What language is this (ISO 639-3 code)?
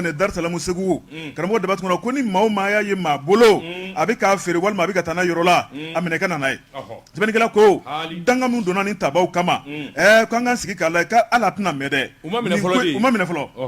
bam